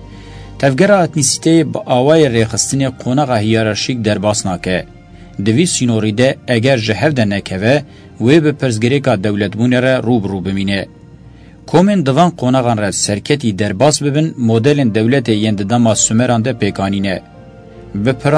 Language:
Kurdish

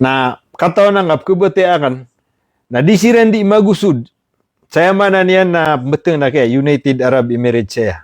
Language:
Maranao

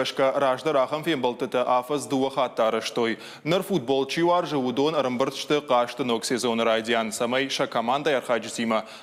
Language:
Ossetic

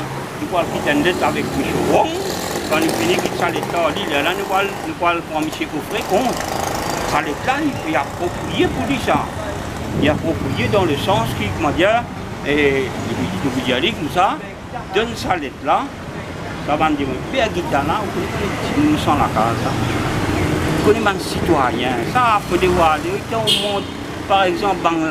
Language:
Morisyen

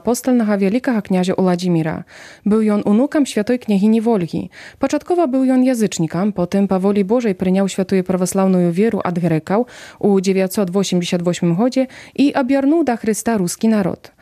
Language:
Belarusian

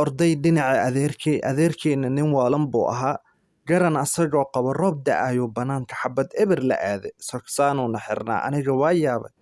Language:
Somali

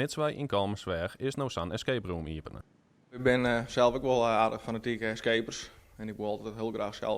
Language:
Western Frisian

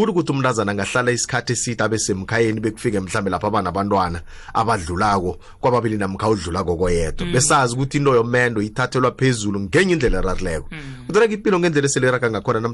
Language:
South Ndebele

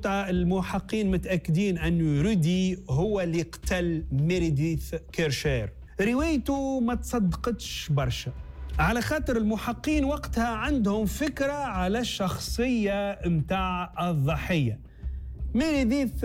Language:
Tunisian Arabic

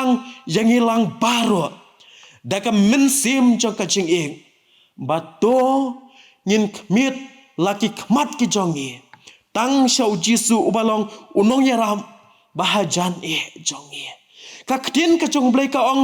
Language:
Khasi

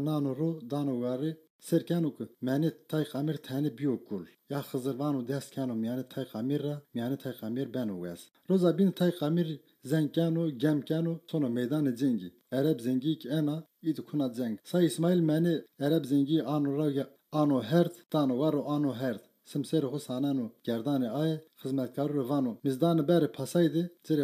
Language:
Zaza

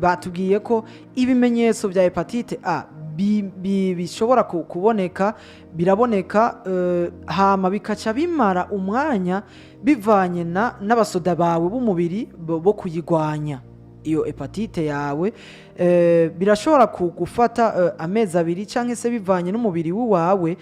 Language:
Rundi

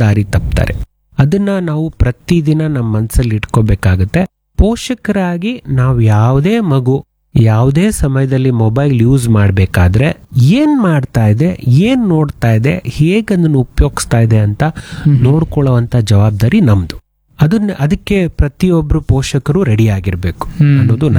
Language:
Kannada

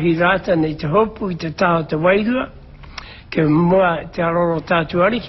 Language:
Māori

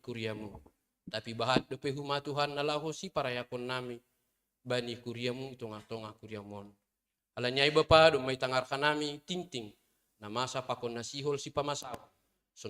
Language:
Batak Simalungun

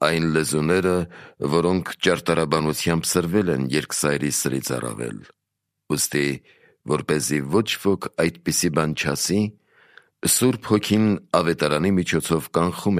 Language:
Armenian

